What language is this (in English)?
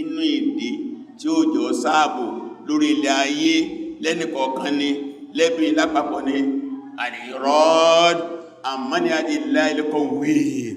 Yoruba